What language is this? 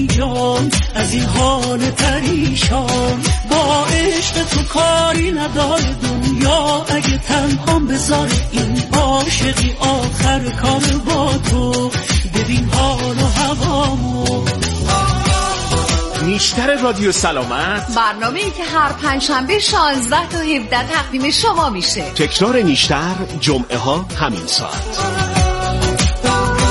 Persian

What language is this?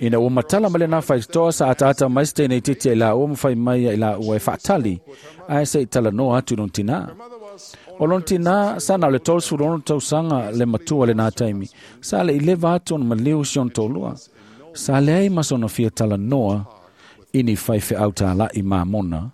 Samoan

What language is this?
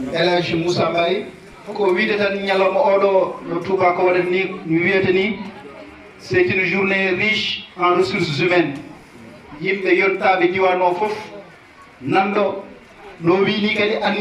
Fula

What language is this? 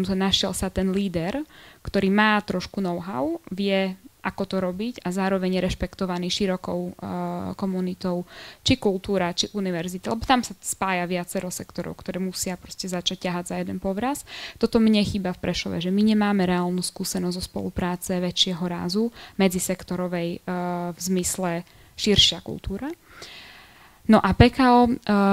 Slovak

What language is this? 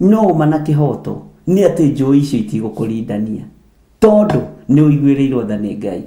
Kikuyu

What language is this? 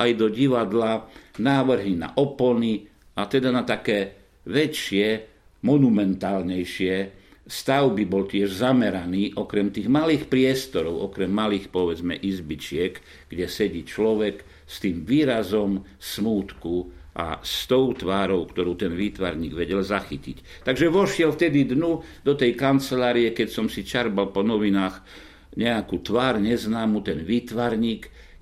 Slovak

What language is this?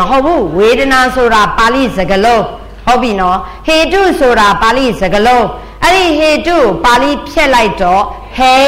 Burmese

